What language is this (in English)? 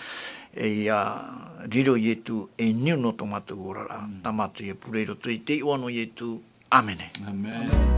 Tahitian